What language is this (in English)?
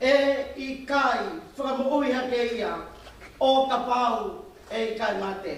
Tongan